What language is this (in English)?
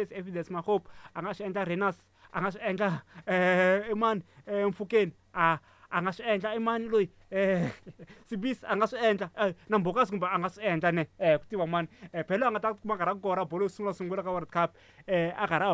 Tsonga